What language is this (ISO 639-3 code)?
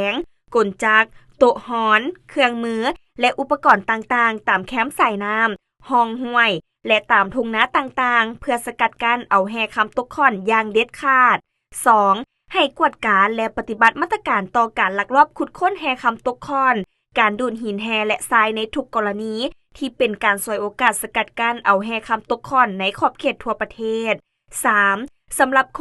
lao